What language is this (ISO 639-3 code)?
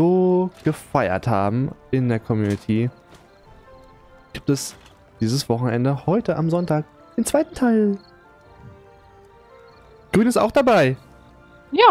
deu